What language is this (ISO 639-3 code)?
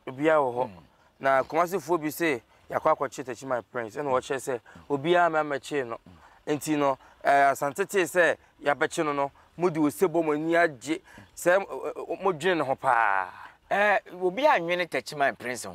aka